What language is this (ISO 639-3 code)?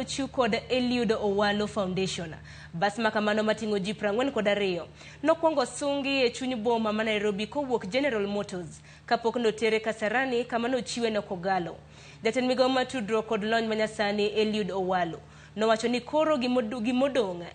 luo